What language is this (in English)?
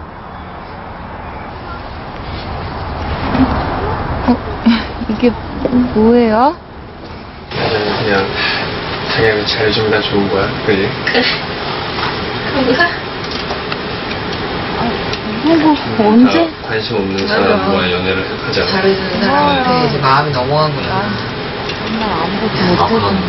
Korean